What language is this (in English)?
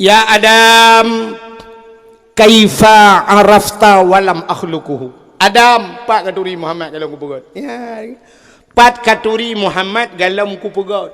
Achinese